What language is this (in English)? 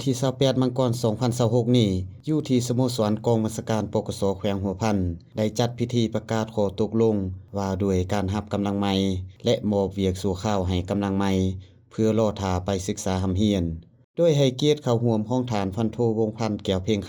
Lao